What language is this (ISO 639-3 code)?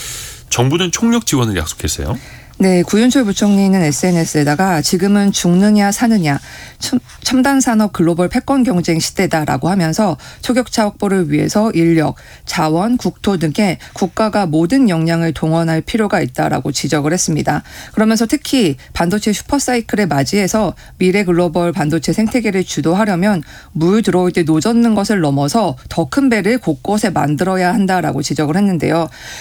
kor